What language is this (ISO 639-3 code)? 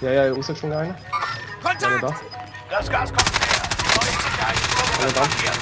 gsw